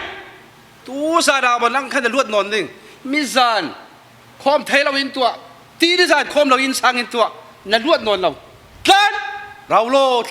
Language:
Falam Chin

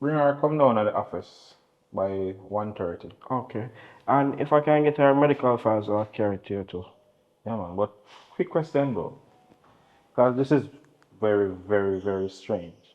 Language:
Jamaican Creole English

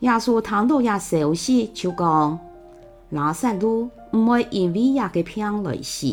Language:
Hakka Chinese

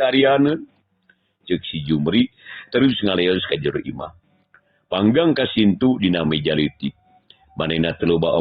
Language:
Sundanese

